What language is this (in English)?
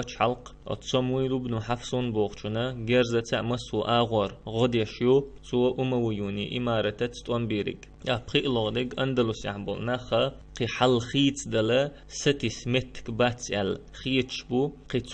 Chechen